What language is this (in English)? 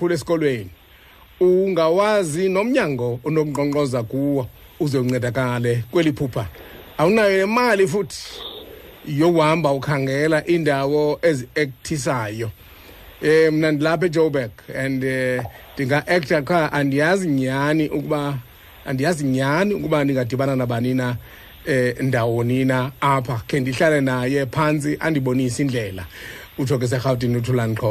Xhosa